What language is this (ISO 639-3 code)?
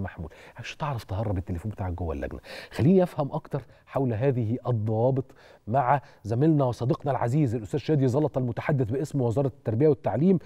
arz